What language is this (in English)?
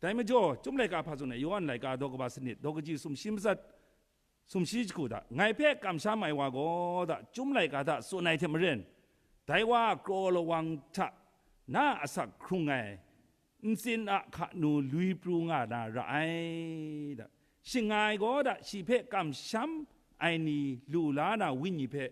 Kachin